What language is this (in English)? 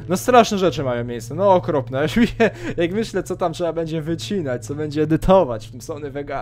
Polish